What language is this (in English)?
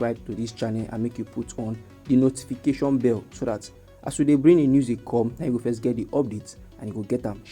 Nigerian Pidgin